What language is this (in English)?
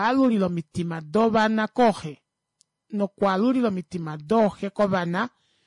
Kuanyama